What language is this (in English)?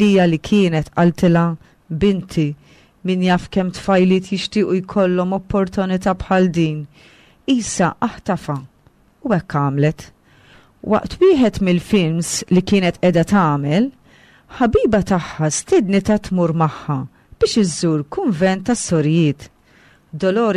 Maltese